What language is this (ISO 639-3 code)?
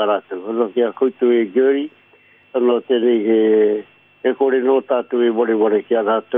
mri